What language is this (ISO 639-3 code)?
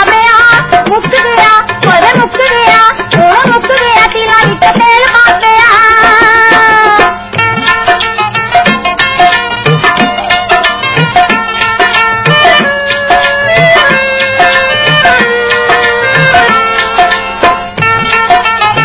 pan